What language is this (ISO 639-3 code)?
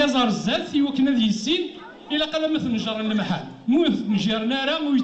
kab